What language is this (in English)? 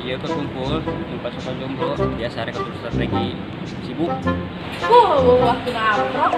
Sundanese